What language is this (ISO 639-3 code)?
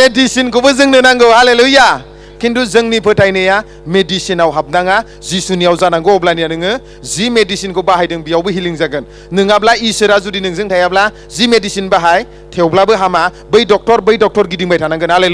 brx